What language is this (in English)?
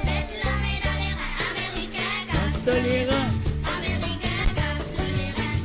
Morisyen